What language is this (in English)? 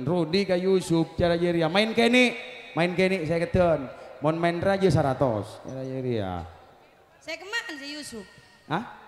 Madurese